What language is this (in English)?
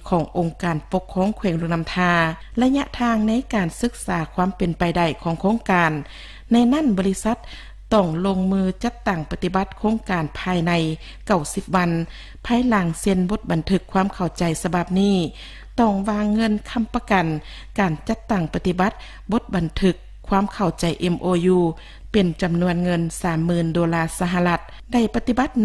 Lao